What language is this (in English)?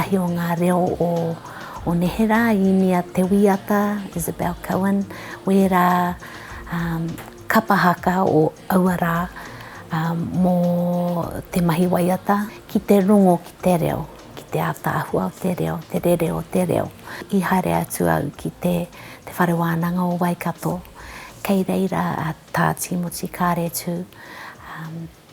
Māori